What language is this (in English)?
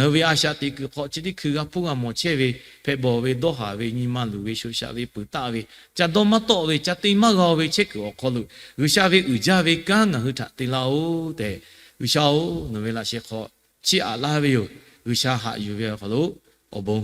Lahu